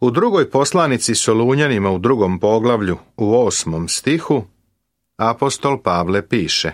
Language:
Serbian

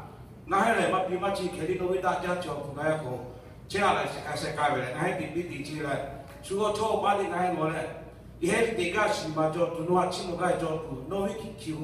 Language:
Lahu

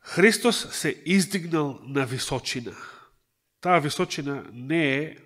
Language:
Macedonian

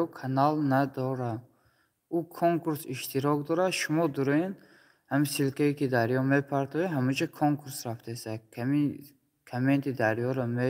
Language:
Tajik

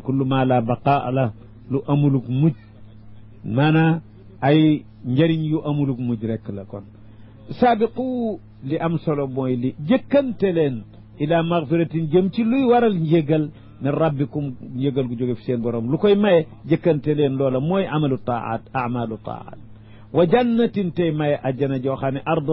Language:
Wolof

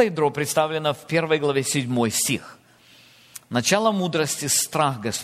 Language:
Russian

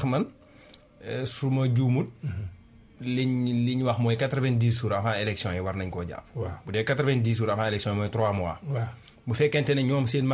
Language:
Wolof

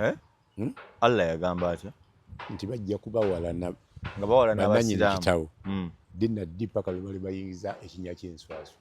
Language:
Ganda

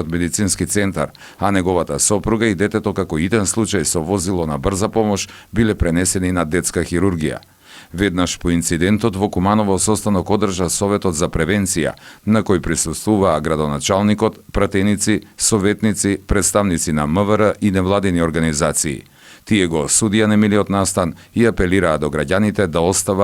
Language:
Macedonian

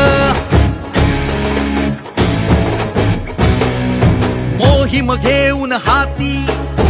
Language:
Marathi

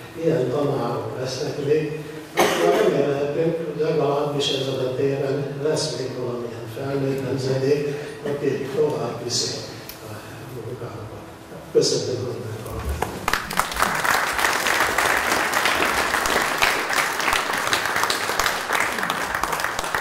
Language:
Hungarian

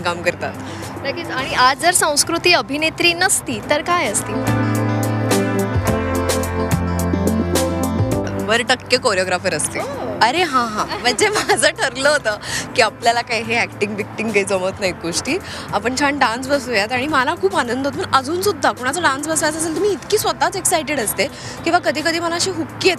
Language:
Marathi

